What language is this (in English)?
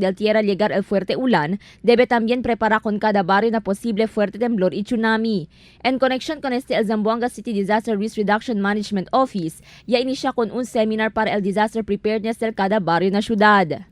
Chavacano